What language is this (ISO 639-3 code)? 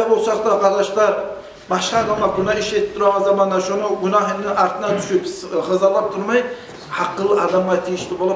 kum